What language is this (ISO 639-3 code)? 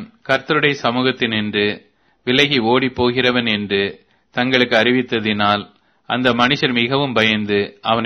tam